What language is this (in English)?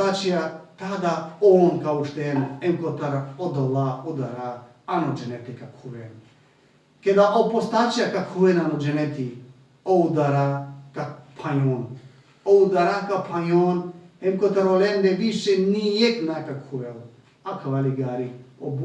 Balkan Romani